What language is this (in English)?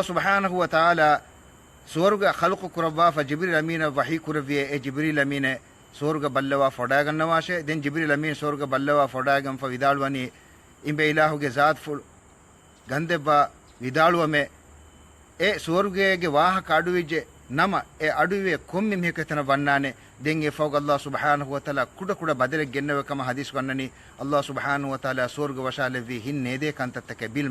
Divehi